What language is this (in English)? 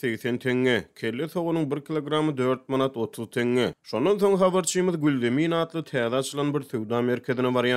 Turkmen